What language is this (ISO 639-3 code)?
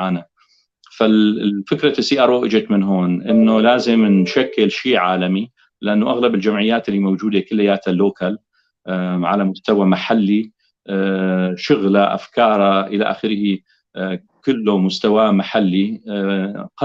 apc